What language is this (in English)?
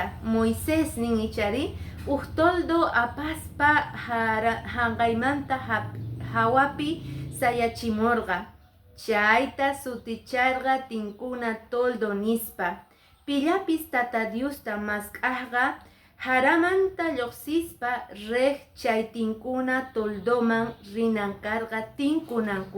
Quechua